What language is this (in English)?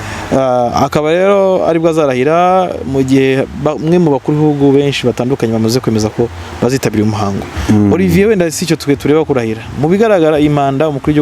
Kinyarwanda